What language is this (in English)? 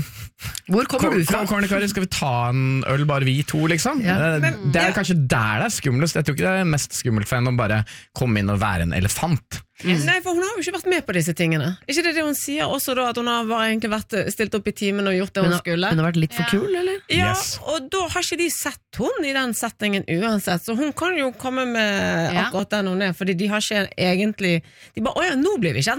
Norwegian